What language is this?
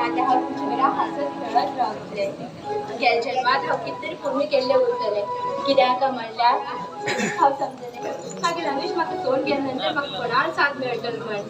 Konkani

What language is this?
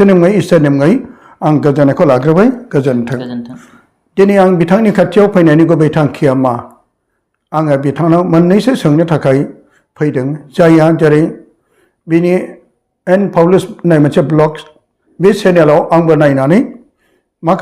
Bodo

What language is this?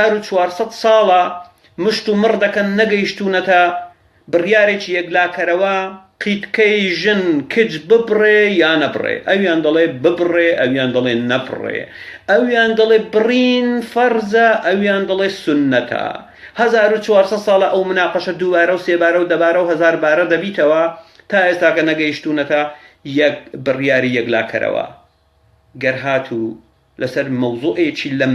Central Kurdish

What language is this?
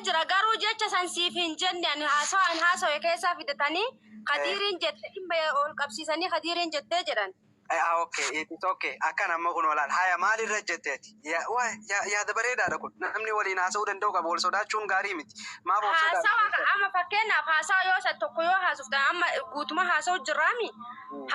Oromo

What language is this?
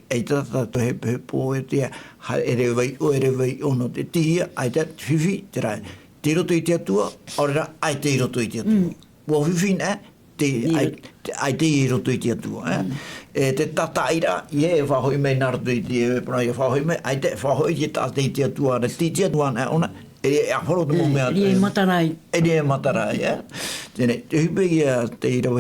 Tahitian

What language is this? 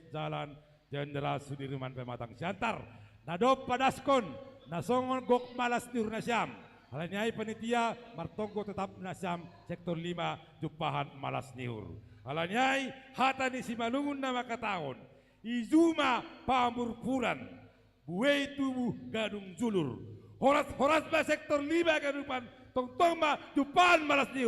Batak Simalungun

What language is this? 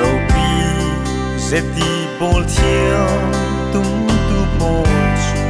Falam Chin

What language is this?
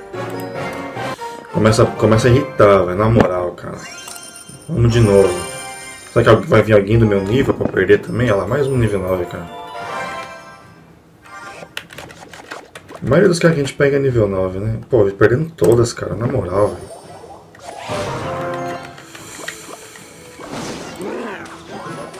Portuguese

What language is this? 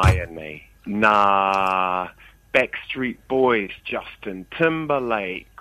Māori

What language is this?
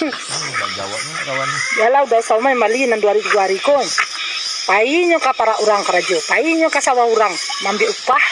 Minangkabau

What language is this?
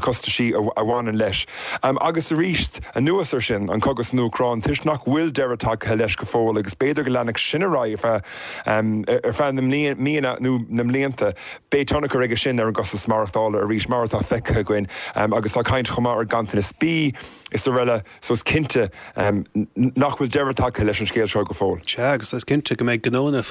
Irish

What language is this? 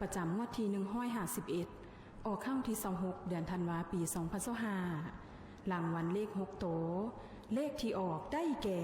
Lao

